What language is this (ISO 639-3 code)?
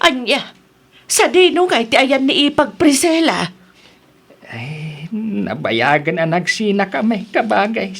ilo